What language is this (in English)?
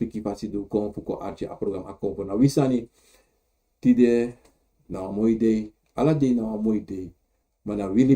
Sranan Tongo